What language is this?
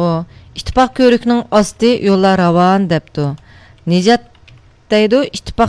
Uyghur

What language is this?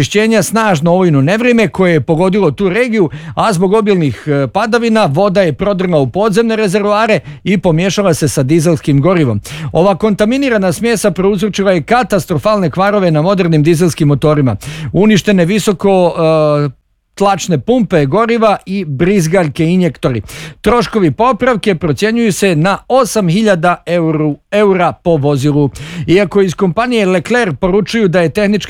Bosnian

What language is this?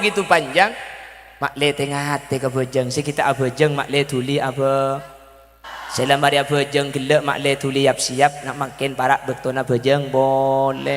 Madurese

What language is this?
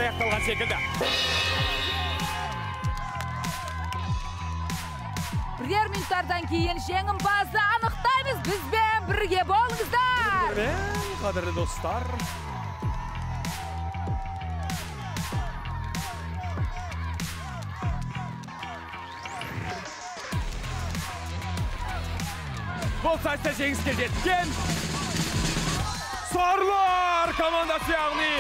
Kazakh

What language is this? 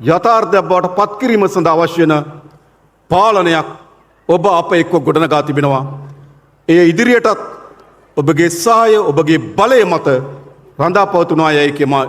Sinhala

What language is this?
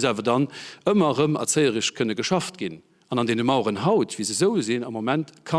Luxembourgish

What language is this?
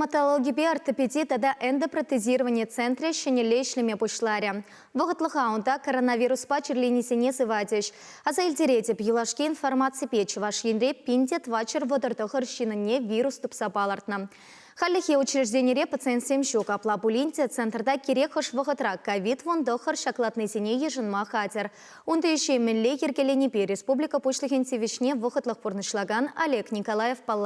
Chuvash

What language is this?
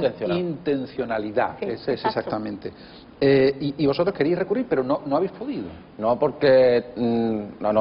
Spanish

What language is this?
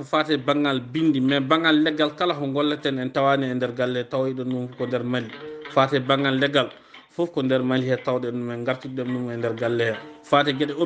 Fula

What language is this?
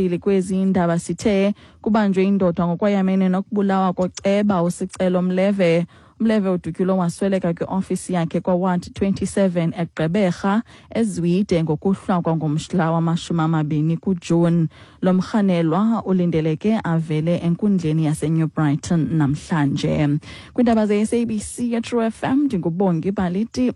Xhosa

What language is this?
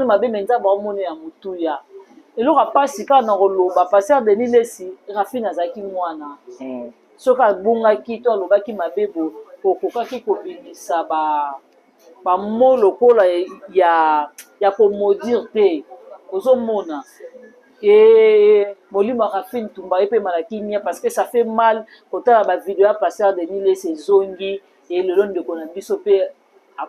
Lingala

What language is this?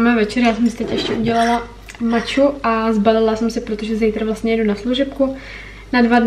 Czech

